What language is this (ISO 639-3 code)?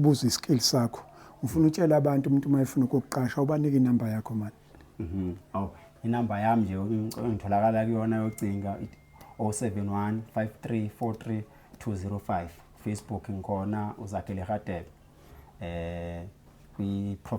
zul